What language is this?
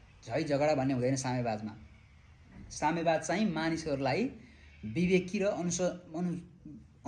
Nepali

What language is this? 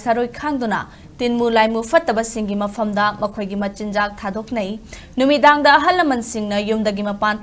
Manipuri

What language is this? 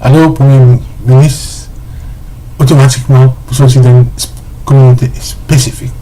Morisyen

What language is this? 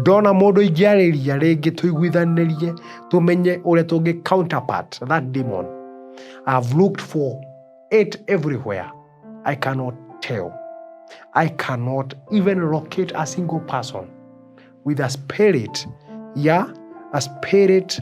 Kikuyu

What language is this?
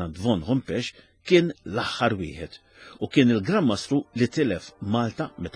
Maltese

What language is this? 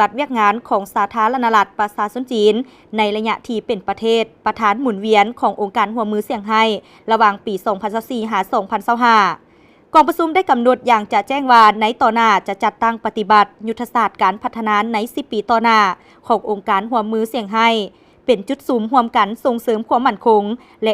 Lao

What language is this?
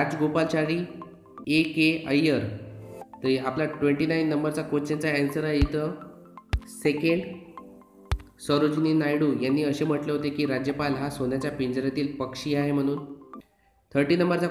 Marathi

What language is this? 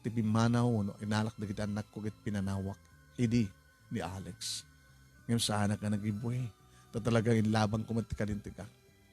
Iloko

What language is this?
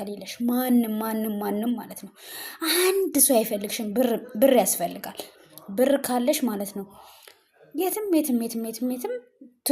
Amharic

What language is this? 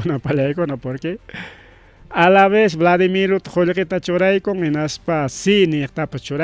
Ayacucho Quechua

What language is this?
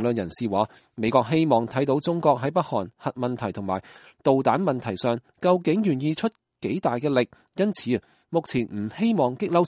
Cantonese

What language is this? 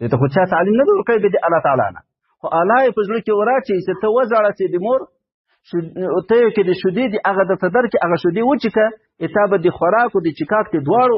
Pashto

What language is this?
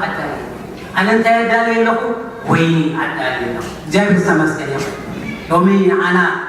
Tigrinya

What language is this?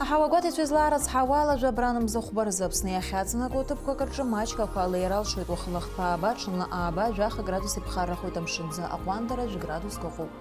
Abkhazian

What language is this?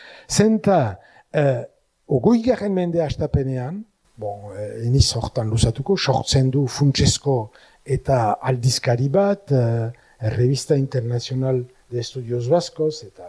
Basque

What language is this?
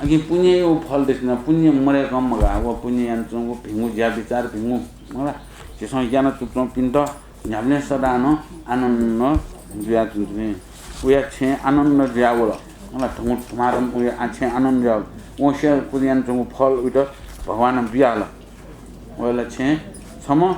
Newari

